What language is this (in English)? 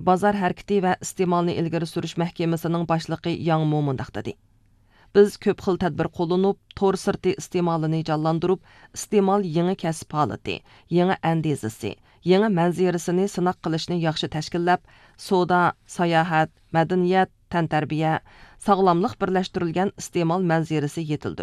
Uyghur